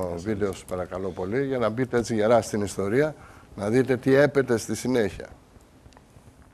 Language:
Greek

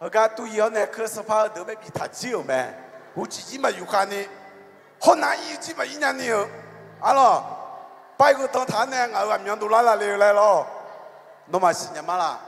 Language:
Akha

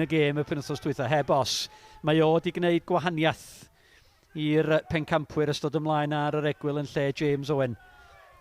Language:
Welsh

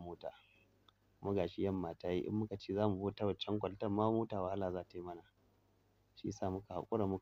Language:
Hausa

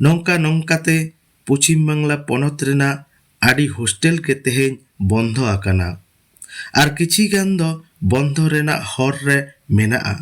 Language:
Santali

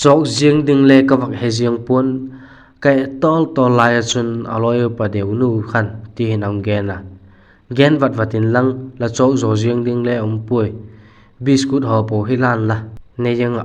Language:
Vaiphei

